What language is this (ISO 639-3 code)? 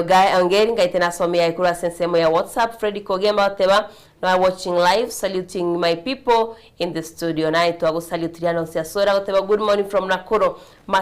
guz